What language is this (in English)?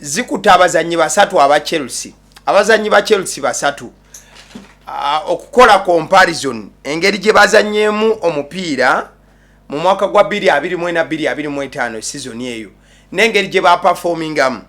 Ganda